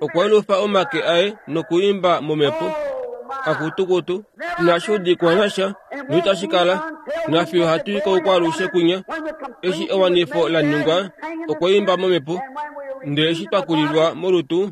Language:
Kuanyama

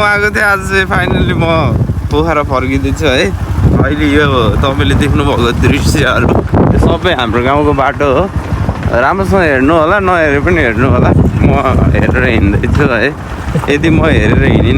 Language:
Nepali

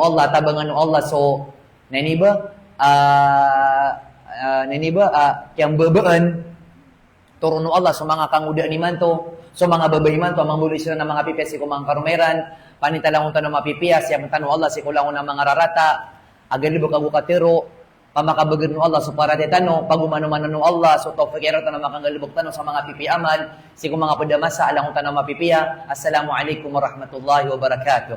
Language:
Maranao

